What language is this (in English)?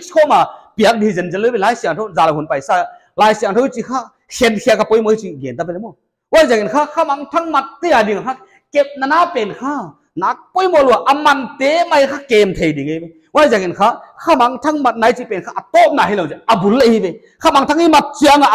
Paite Chin